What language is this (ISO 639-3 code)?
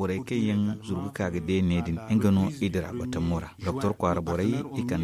dje